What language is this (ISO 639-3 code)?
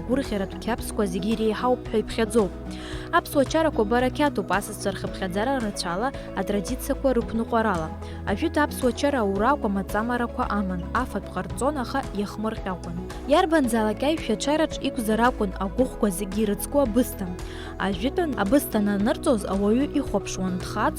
abk